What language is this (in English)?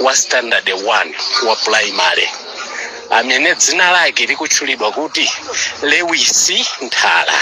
Nyanja